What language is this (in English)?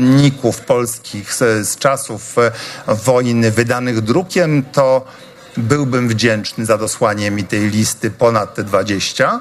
Polish